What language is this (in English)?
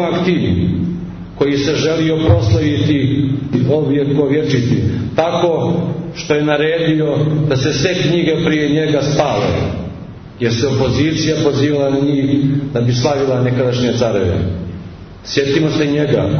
Serbian